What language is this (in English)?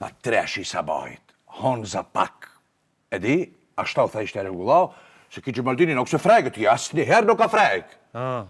Albanian